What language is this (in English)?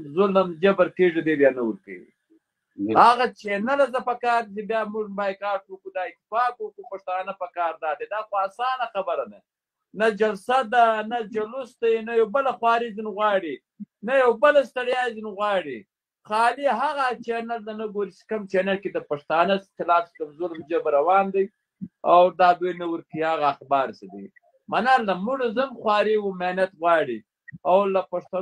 Pashto